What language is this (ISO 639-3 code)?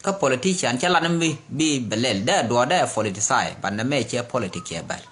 nus